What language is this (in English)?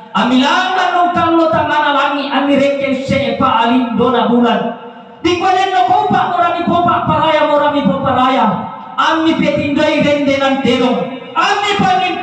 Toraja-Sa'dan